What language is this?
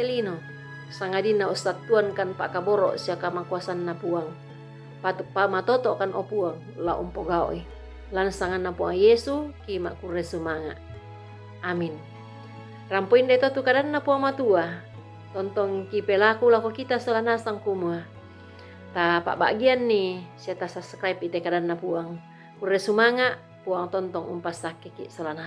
Toraja-Sa'dan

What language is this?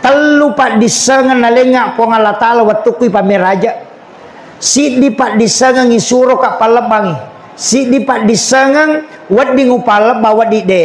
Buginese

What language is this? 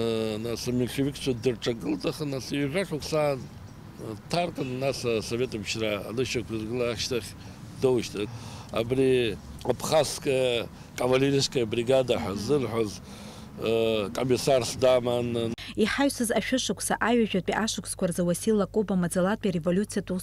Abkhazian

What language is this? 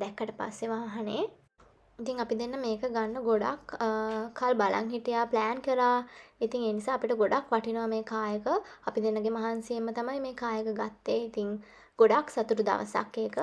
Sinhala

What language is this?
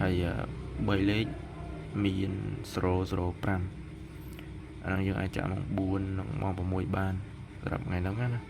Khmer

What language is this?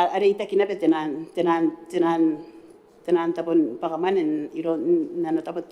Gilbertese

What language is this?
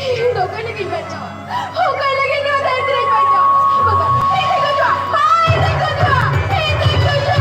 Santali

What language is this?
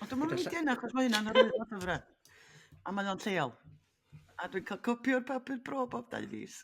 Welsh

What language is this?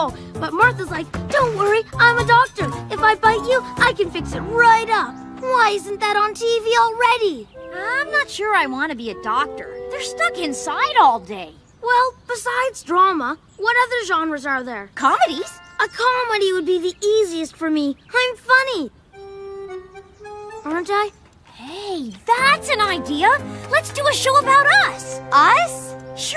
English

